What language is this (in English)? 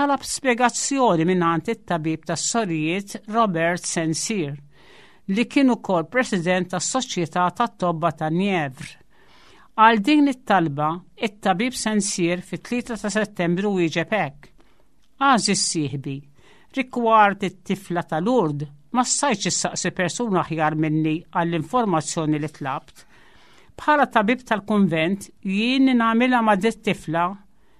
Maltese